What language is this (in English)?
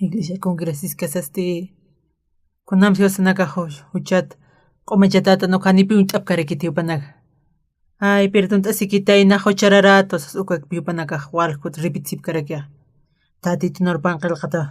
Aymara